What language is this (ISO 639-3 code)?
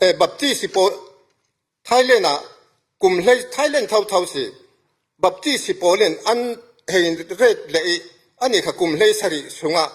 cfm